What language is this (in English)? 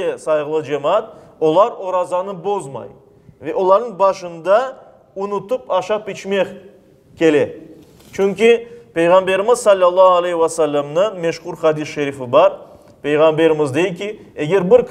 Crimean Tatar